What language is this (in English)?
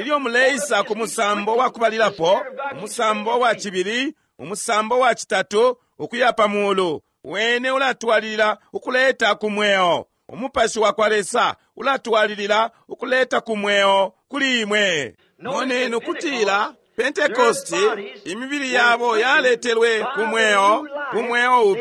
Bemba